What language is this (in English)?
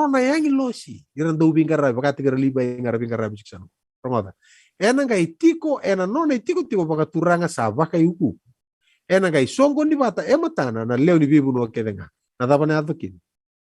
Fijian